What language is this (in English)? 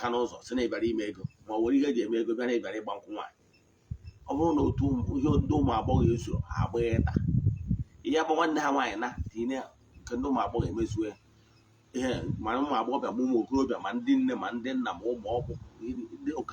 Igbo